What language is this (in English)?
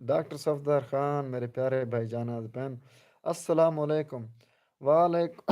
Saraiki